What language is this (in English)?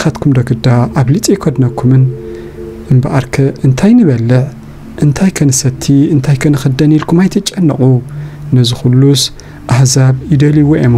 Tigrinya